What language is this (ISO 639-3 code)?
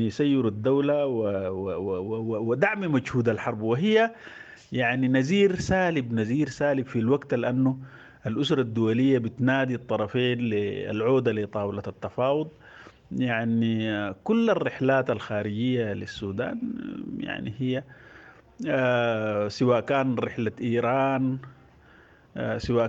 apd